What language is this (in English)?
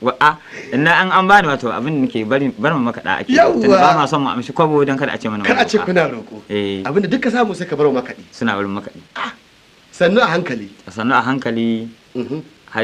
Hausa